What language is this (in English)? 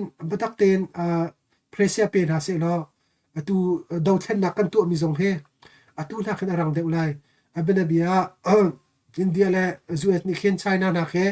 Hakha Chin